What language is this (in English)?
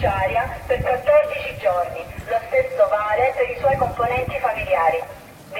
Italian